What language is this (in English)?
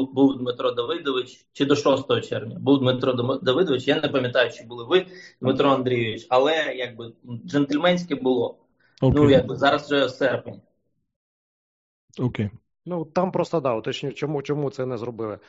Ukrainian